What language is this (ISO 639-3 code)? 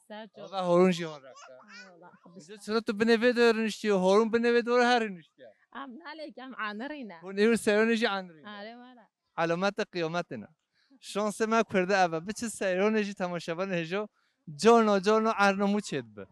kur